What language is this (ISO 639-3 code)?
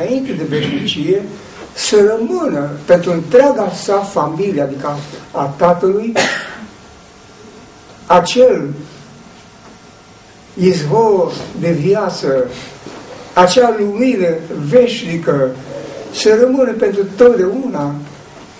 ron